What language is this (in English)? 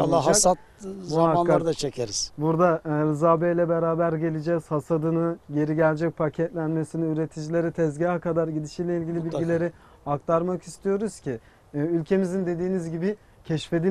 Turkish